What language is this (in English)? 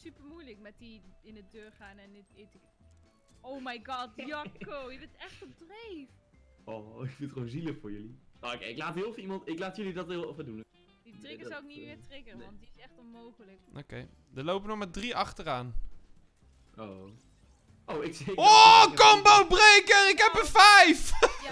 Dutch